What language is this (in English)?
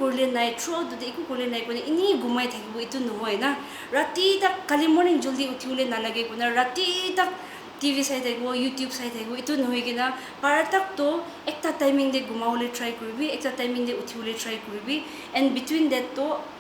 Naga Pidgin